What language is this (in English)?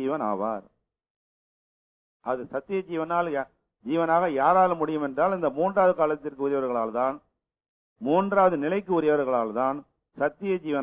Tamil